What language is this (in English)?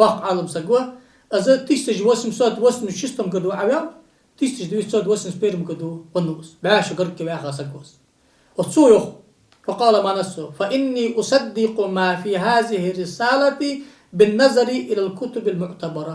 Ingush